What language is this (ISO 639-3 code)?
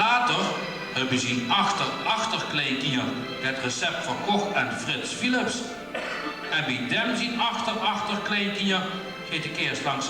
lim